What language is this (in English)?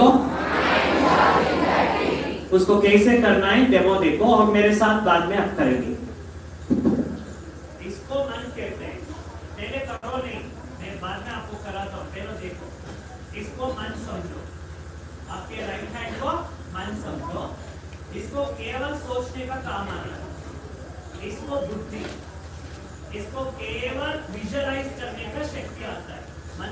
Hindi